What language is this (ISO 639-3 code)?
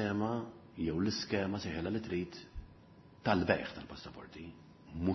mlt